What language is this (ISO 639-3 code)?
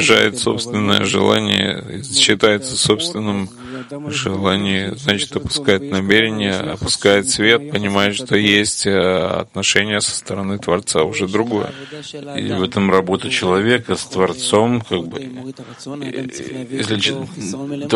rus